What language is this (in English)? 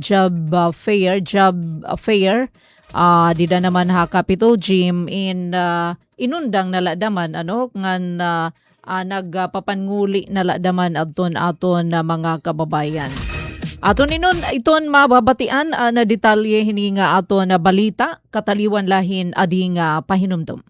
Waray